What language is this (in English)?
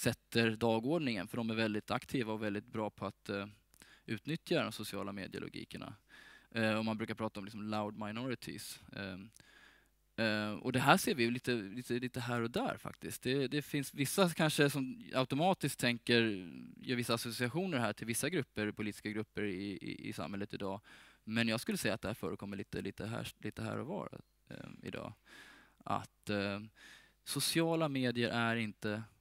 Swedish